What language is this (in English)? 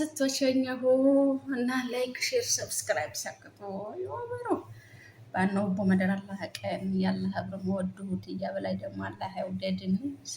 Amharic